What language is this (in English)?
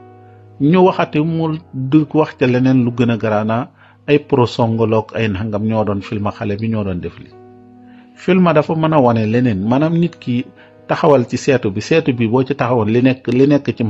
Wolof